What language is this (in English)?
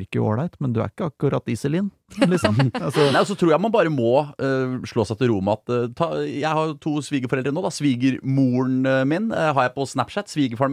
Norwegian